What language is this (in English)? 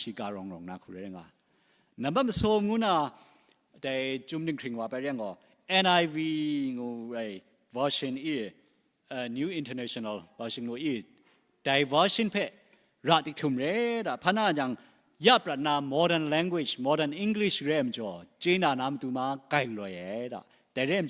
Kachin